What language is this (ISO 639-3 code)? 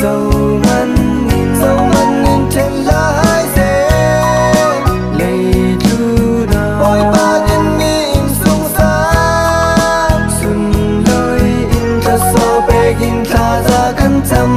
cfm